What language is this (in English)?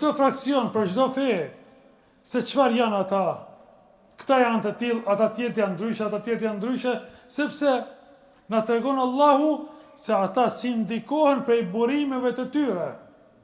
Albanian